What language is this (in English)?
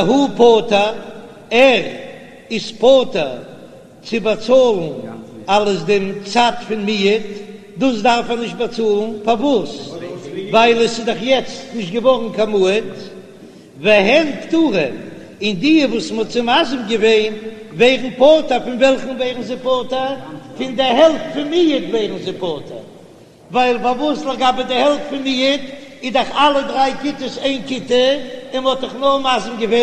Yiddish